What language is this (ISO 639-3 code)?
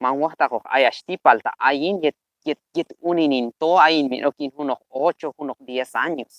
kjb